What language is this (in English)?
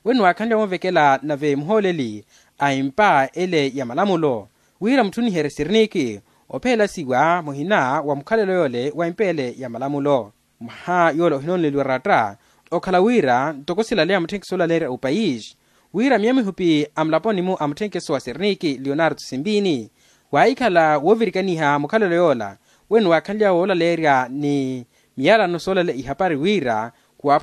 Makhuwa